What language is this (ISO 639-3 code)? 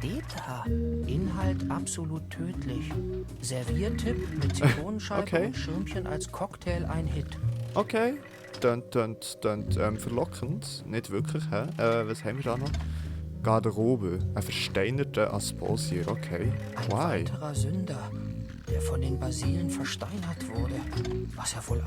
gsw